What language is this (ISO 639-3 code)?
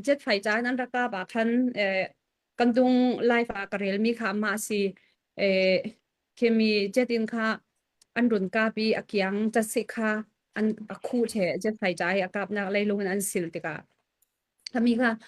cfm